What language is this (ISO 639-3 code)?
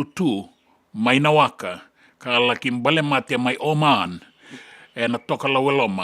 fij